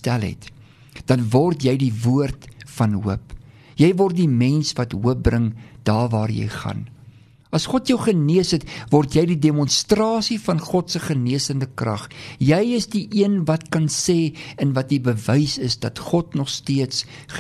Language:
Afrikaans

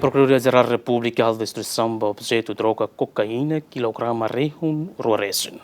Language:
Tetum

